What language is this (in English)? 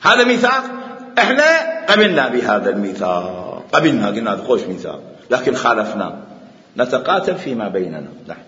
Mesopotamian Arabic